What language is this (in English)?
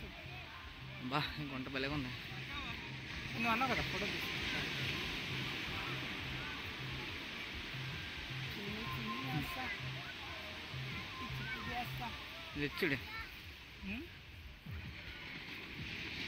Telugu